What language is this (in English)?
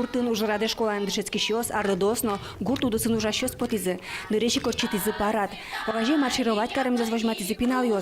Udmurt